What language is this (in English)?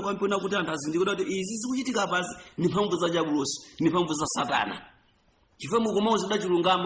Nyanja